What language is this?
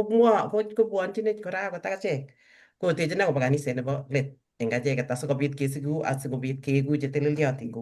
Kalenjin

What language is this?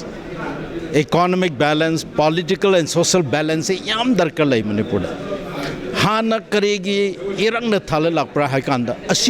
Manipuri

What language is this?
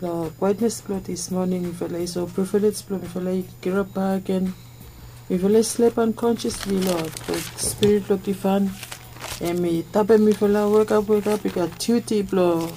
Bislama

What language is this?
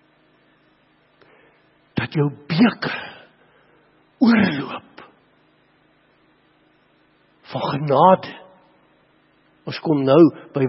Afrikaans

